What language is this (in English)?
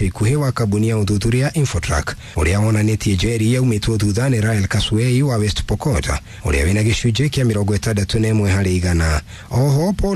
Kikuyu